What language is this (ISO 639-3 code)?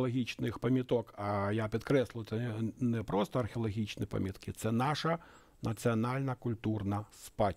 ukr